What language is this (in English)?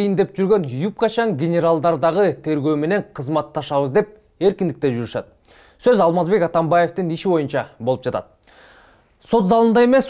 Kyrgyz